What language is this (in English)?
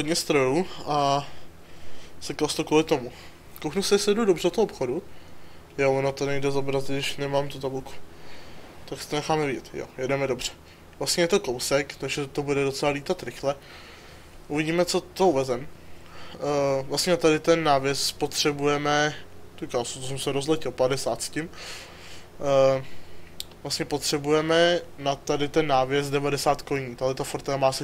Czech